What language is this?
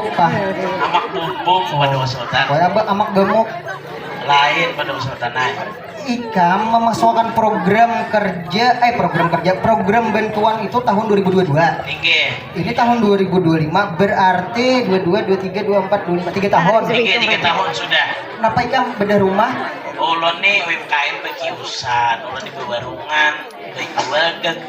Banjar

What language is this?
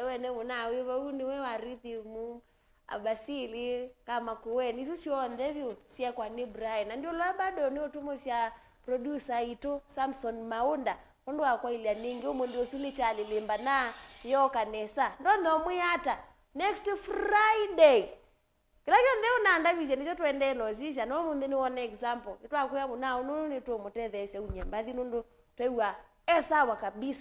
Kamba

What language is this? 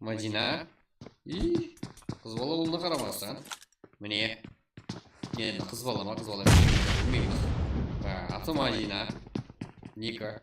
Kara-Kalpak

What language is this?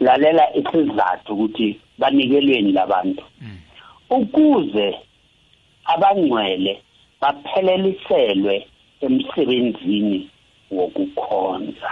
South Ndebele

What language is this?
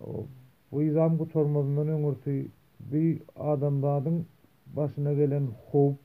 Turkmen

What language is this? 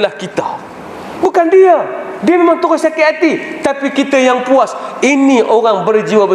Malay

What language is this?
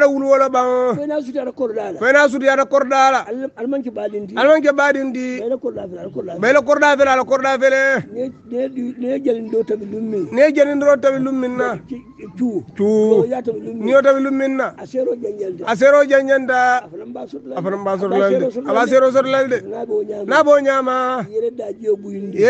Hausa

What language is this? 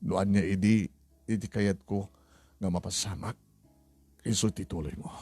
Iloko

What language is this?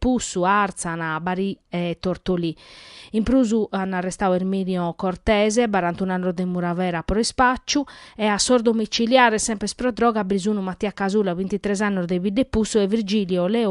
Sardinian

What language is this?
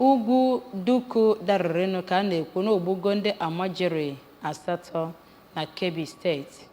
Igbo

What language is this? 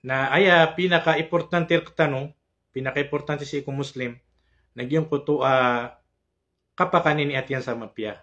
Maranao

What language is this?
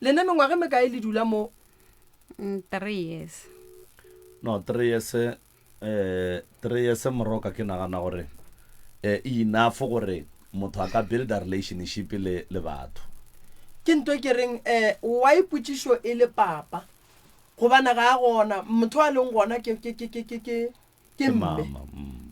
Northern Sotho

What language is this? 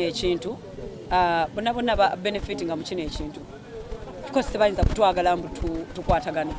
Ganda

